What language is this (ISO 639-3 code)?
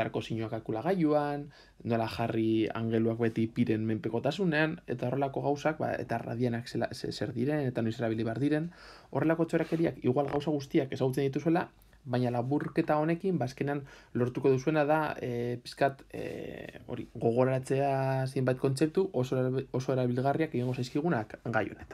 eus